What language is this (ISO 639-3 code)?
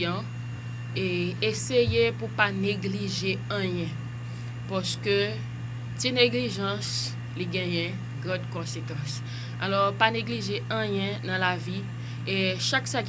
hat